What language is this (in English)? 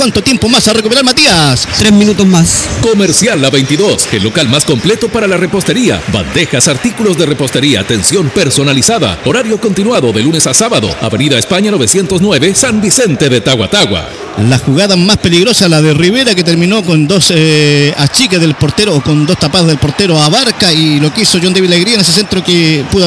Spanish